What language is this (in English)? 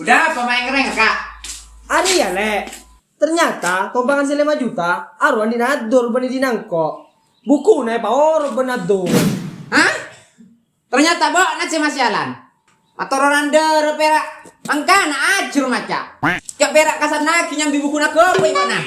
Madurese